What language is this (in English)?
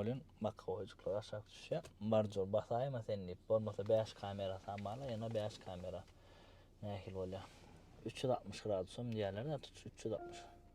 Turkmen